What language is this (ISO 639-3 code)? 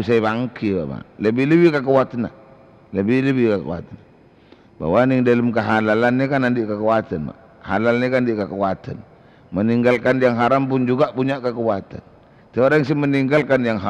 mad